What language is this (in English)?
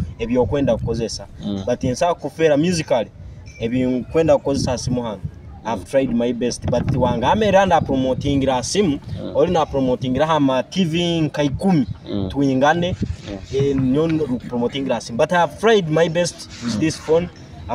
Nyoro